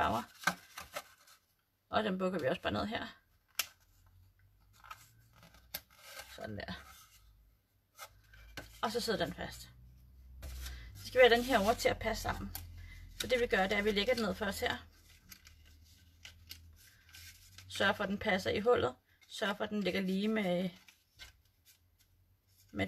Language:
Danish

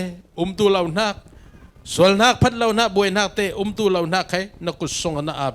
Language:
Falam Chin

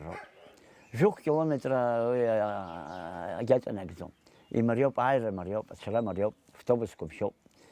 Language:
Abkhazian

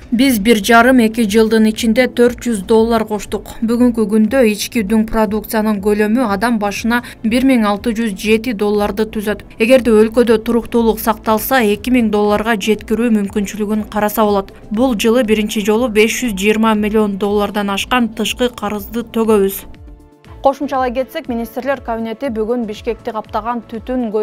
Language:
Kyrgyz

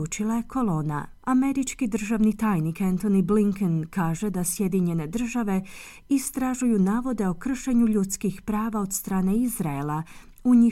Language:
Croatian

